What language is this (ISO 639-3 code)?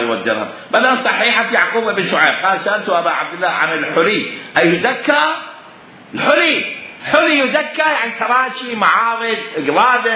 acm